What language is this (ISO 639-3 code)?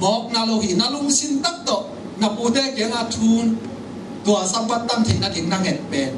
ctd